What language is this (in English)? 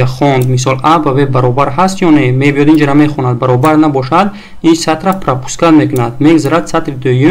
Tajik